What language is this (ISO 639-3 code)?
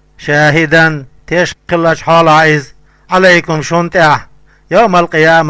che